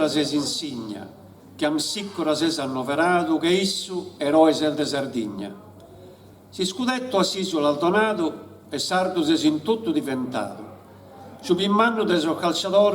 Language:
Sardinian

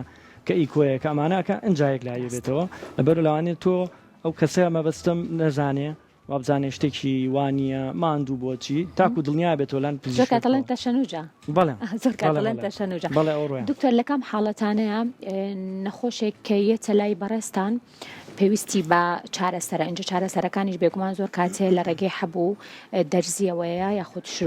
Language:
Central Kurdish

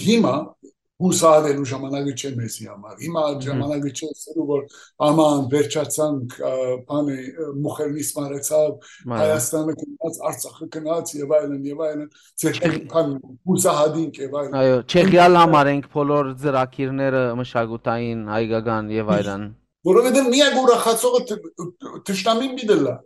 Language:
Western Armenian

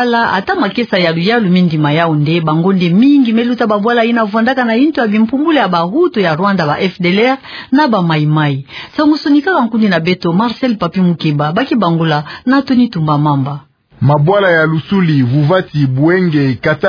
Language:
Kituba (Democratic Republic of Congo)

